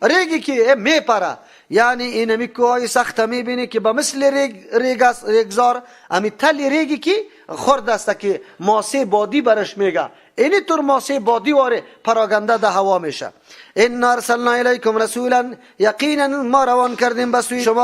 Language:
Persian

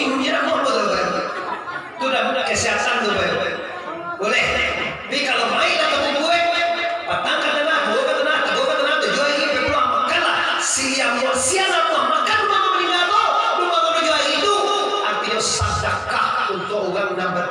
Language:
Minangkabau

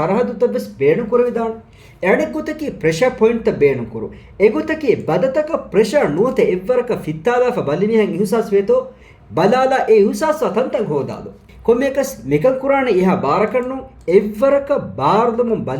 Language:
Divehi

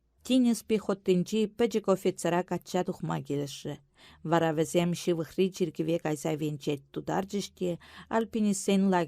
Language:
Chuvash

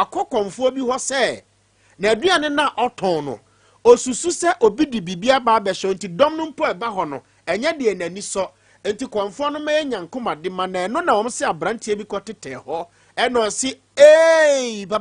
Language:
Akan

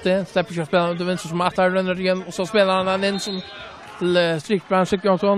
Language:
Faroese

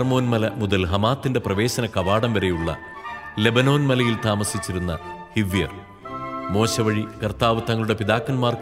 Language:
Malayalam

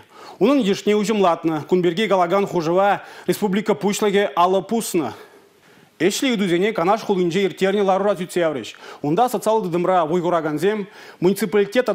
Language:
Chuvash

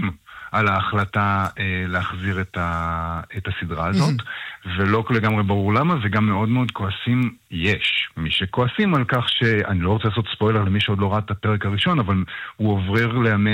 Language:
Hebrew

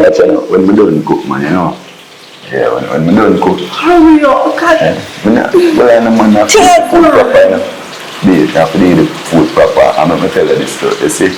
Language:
Jamaican Creole English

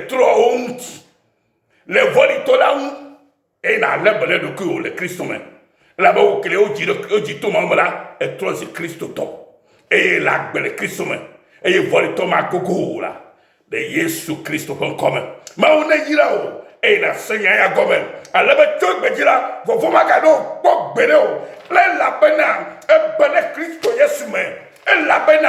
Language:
Ewe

